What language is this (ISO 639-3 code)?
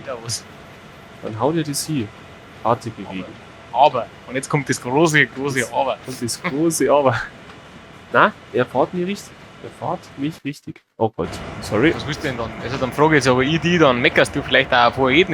bar